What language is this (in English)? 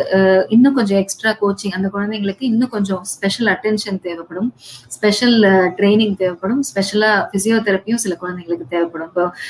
Tamil